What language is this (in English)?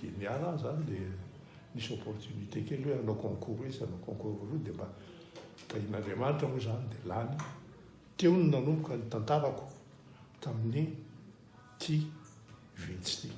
Malagasy